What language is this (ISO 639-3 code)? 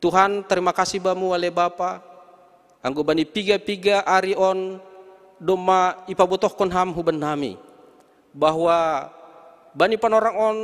bts